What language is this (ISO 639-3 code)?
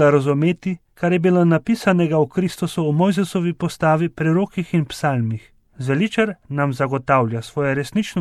slv